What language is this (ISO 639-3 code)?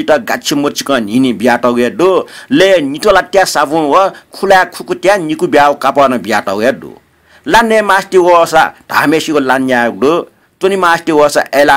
new